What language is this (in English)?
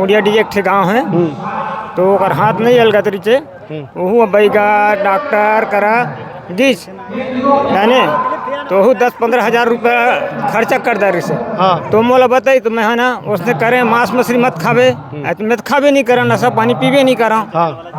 Chhattisgarhi